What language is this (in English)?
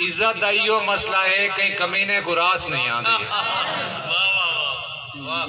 Saraiki